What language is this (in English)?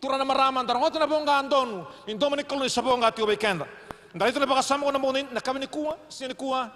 Fijian